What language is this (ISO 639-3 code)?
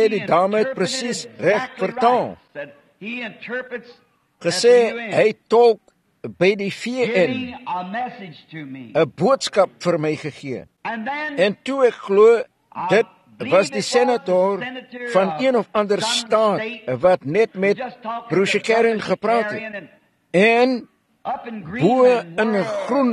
afr